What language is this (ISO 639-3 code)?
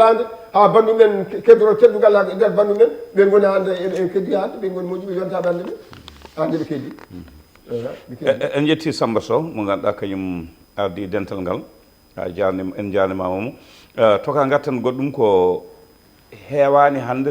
ful